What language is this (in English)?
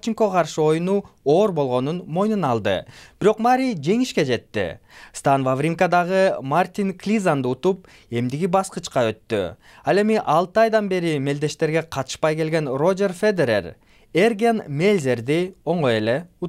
Kyrgyz